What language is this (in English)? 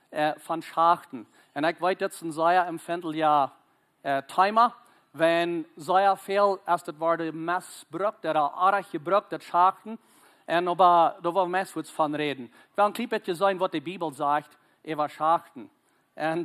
Plautdietsch